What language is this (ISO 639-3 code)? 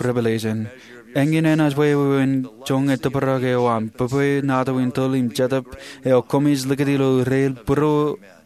mah